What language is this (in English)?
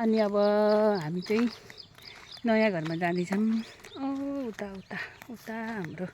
Nepali